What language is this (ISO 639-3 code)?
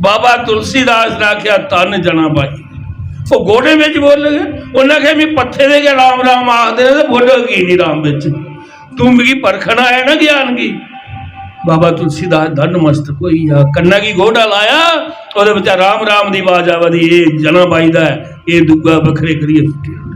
doi